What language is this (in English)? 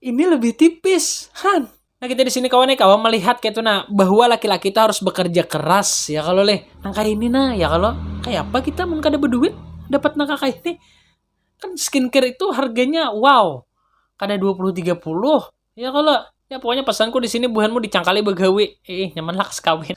Banjar